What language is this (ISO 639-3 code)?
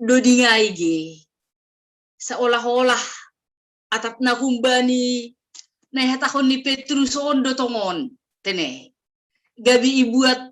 bts